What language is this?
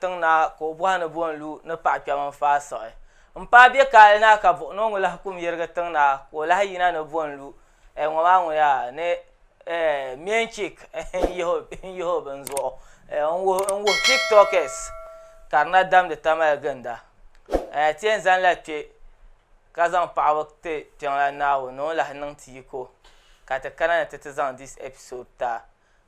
Dagbani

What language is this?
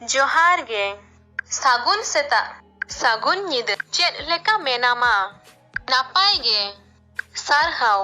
Santali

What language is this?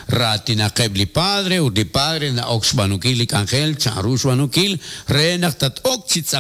Kekchí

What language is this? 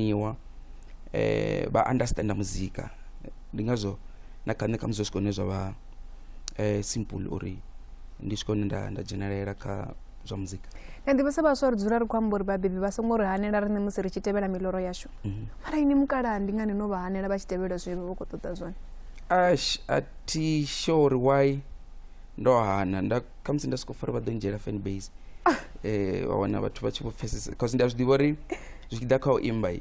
Venda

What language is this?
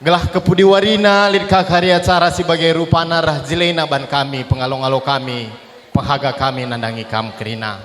Batak Karo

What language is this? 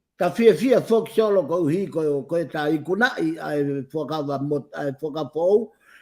Tongan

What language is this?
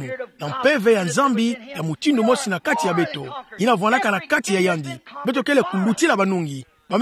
Kituba (Democratic Republic of Congo)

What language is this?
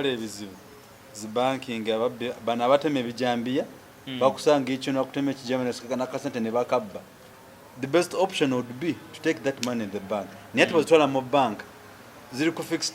Ganda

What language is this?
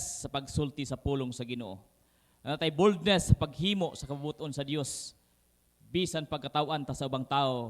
Cebuano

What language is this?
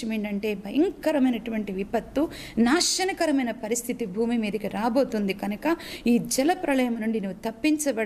Telugu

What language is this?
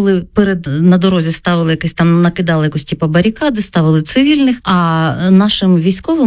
Ukrainian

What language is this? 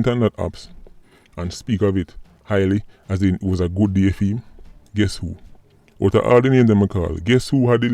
Jamaican Creole English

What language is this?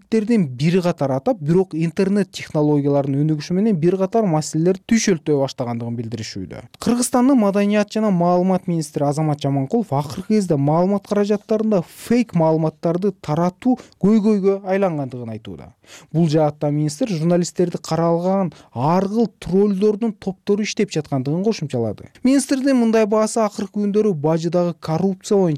Kyrgyz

